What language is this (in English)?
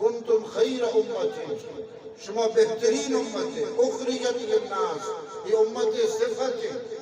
Eastern Balochi